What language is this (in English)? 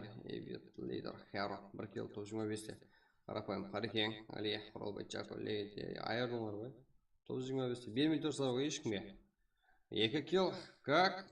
Kara-Kalpak